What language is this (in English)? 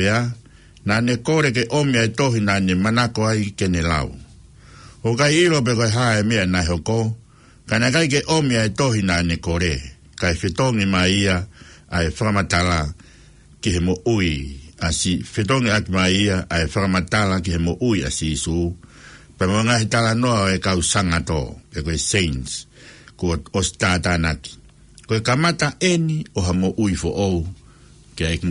Tongan